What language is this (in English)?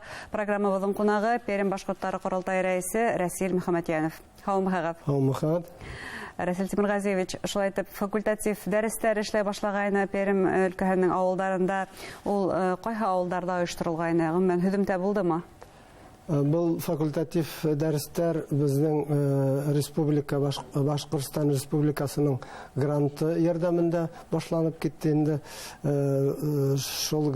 Bashkir